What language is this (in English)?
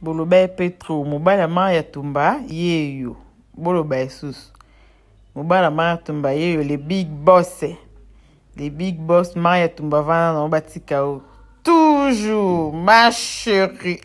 Lingala